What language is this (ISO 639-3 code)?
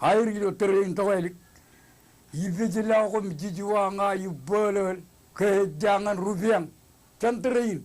mah